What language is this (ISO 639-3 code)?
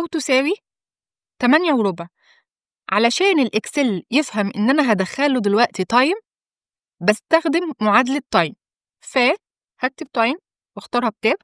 arz